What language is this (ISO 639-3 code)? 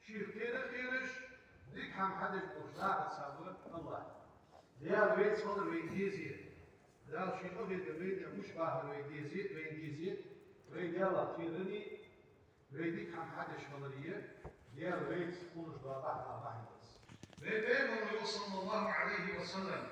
inh